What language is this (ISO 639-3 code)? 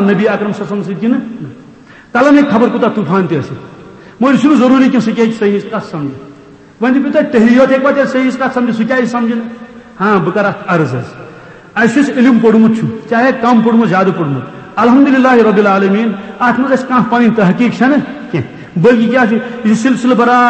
kas